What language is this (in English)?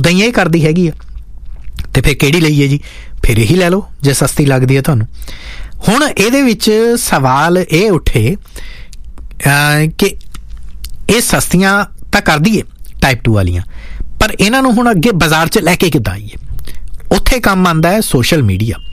Punjabi